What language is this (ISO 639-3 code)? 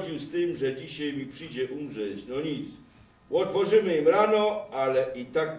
szl